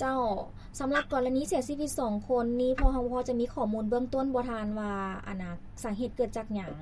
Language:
Lao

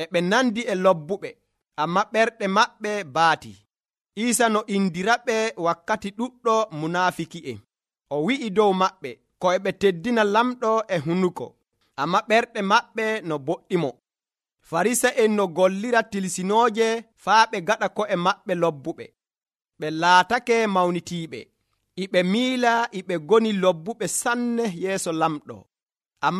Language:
Nigerian Fulfulde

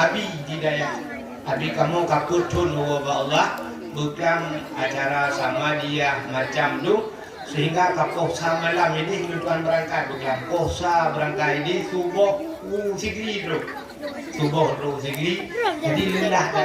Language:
Achinese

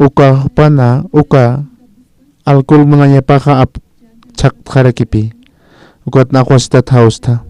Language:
Aymara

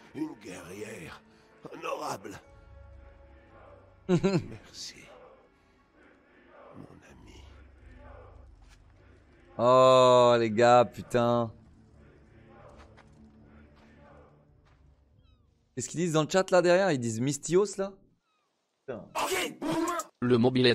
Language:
French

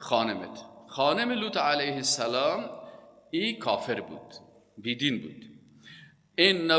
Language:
Persian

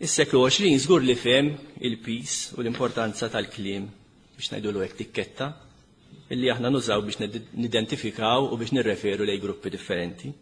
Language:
Maltese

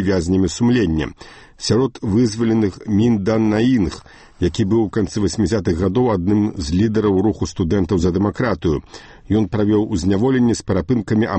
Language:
Belarusian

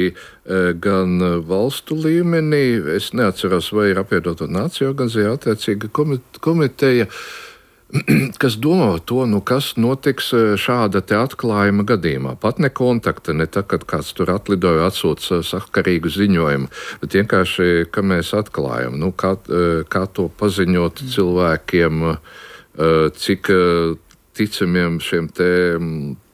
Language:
Latvian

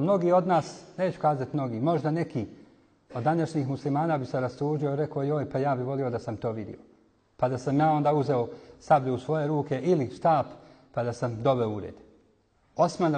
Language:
Bosnian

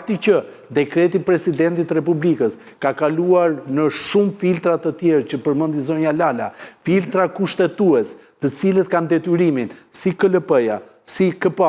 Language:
Albanian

